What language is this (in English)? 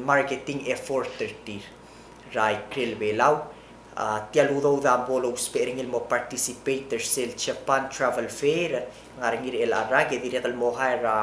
Palauan